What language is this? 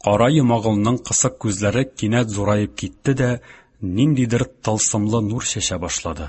Tatar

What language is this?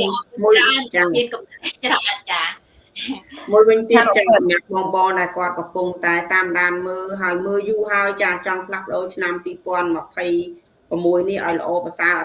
Khmer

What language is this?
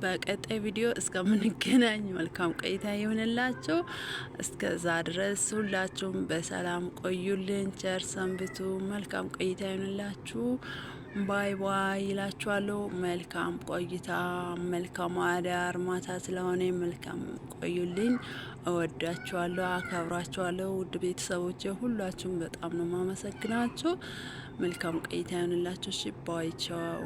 Amharic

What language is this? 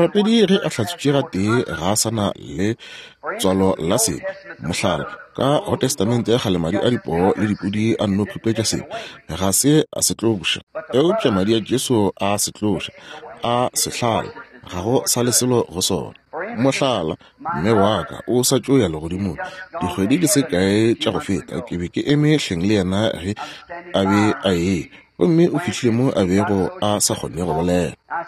Northern Sotho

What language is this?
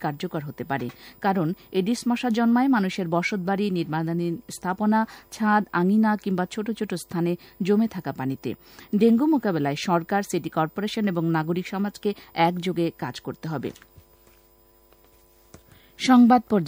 Bangla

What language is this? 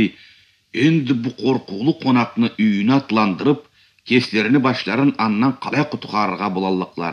Karachay-Balkar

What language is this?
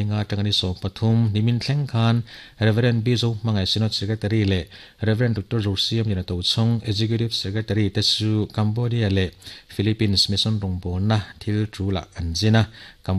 Mizo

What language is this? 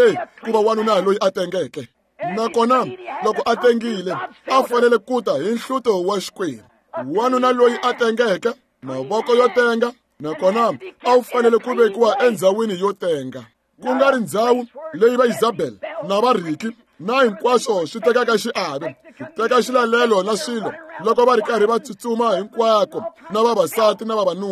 Tsonga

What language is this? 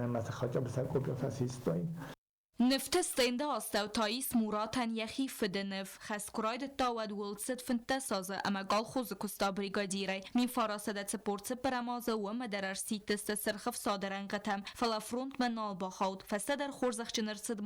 Ossetic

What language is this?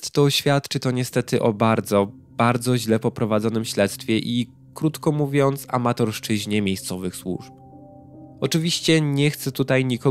Polish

